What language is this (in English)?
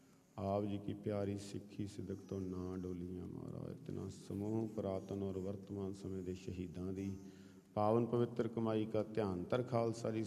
Punjabi